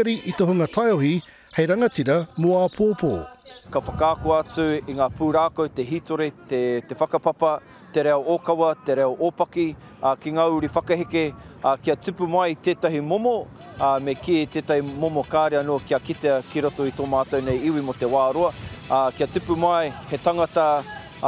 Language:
Māori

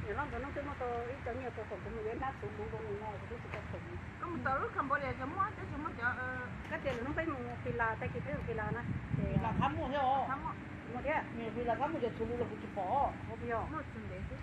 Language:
Hmong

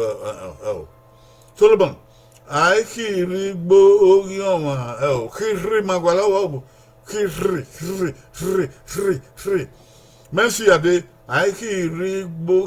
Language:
Bini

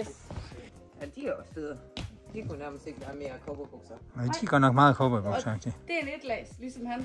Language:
Danish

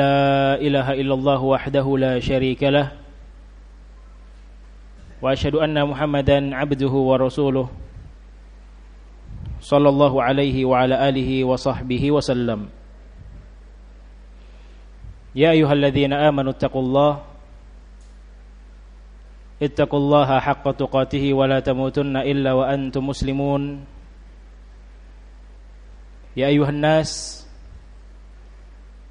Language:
Indonesian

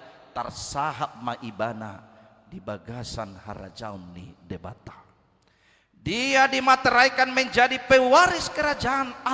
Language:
Batak Toba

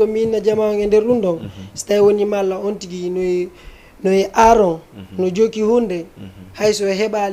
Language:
Fula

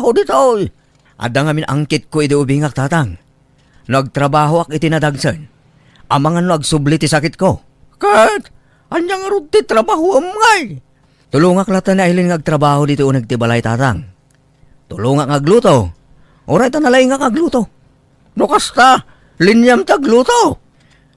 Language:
Iloko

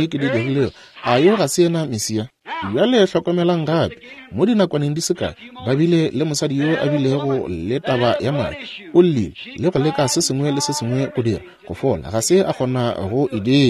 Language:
Northern Sotho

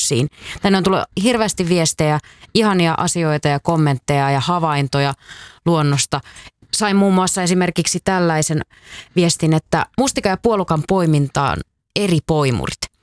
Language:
Finnish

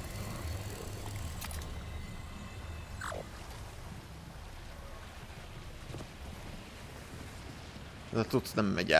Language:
Hungarian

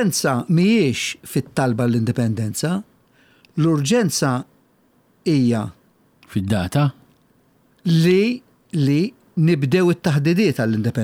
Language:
Maltese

